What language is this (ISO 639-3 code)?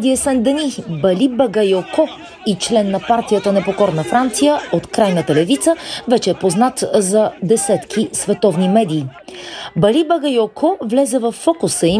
bul